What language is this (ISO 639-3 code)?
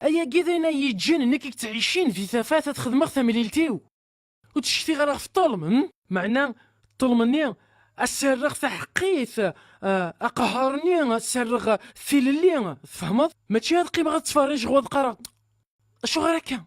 kab